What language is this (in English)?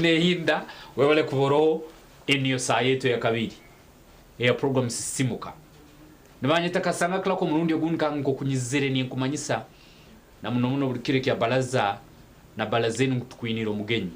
Nyankole